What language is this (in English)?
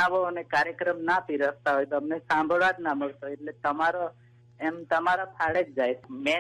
Gujarati